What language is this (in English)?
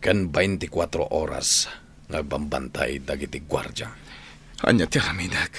Iloko